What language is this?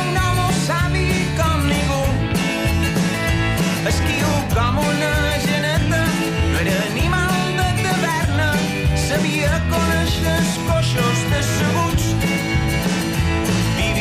Catalan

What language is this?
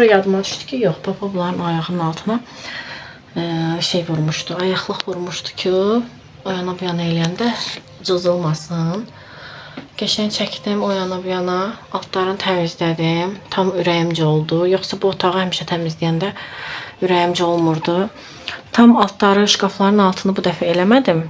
Azerbaijani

